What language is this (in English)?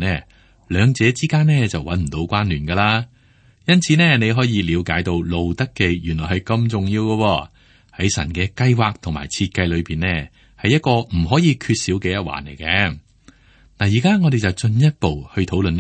Cantonese